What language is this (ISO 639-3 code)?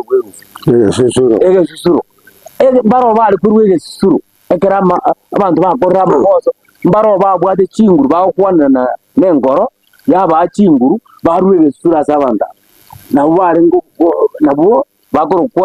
guz